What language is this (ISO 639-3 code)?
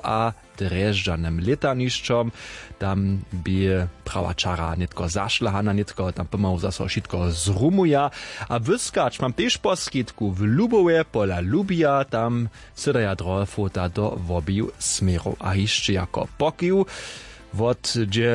hsb